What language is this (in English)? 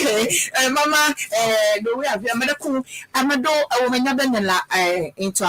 Ewe